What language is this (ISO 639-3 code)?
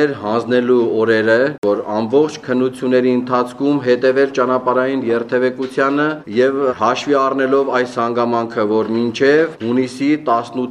hye